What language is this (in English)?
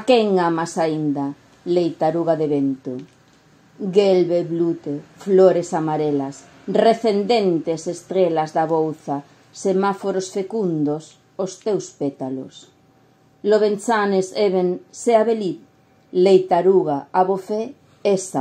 Galician